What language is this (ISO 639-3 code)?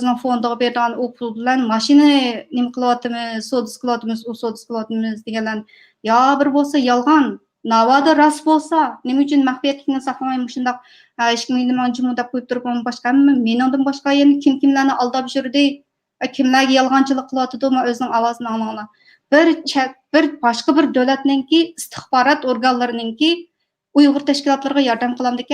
uig